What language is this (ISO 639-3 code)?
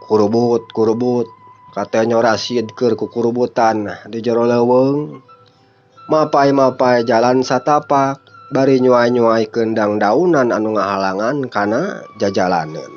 sun